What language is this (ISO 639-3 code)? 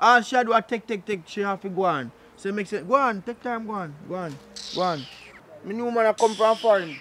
jam